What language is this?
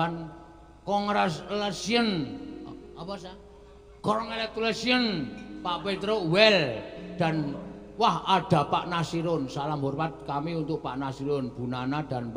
Javanese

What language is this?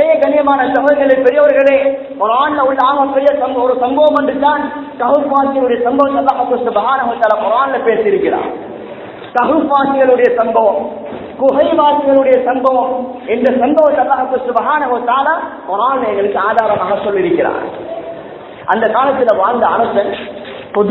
Tamil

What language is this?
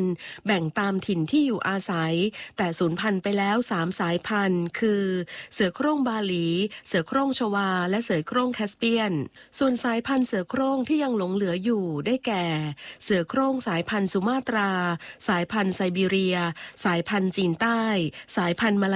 Thai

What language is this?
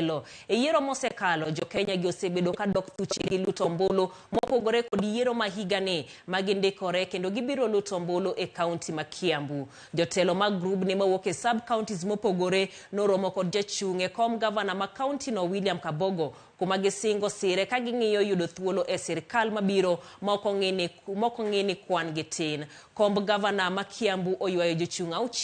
Luo (Kenya and Tanzania)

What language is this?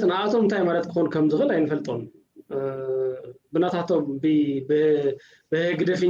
Tigrinya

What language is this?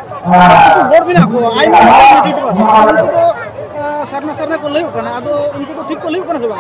Santali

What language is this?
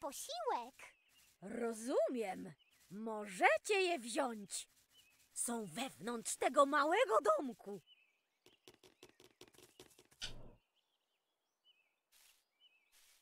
Polish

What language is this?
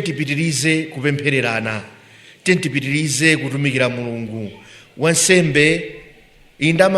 Nyanja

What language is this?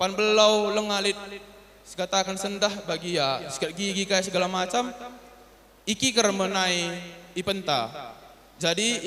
Batak Karo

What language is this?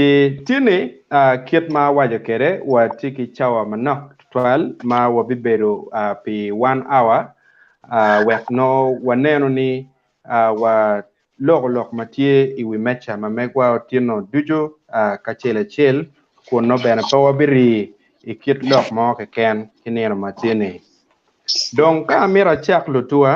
Acoli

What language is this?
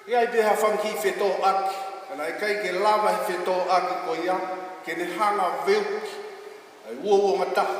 Tongan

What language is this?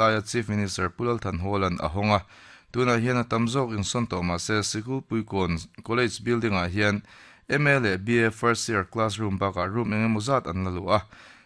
Mizo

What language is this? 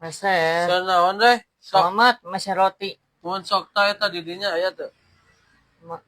Sundanese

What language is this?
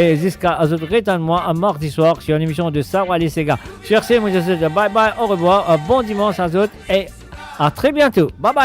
Morisyen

